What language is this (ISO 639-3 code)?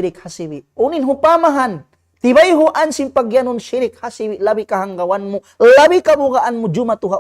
tsg